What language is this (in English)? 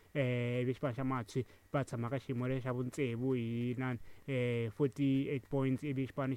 Tsonga